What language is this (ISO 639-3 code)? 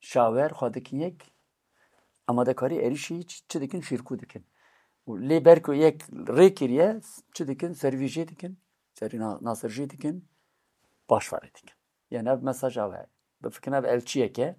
kur